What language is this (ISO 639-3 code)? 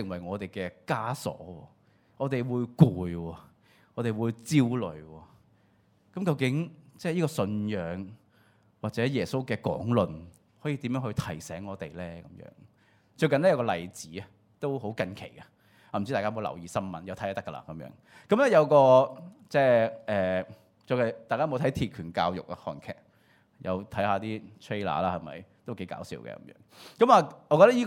yue